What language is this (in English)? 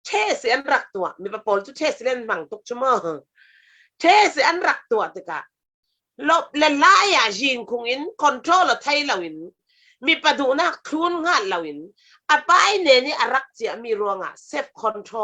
Falam Chin